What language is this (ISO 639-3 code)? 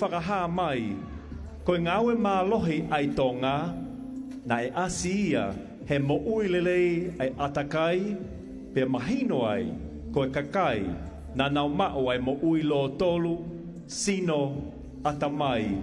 ton